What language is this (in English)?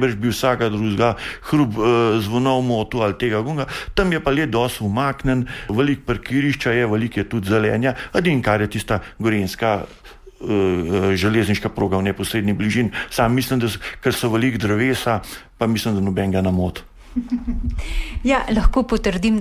Slovenian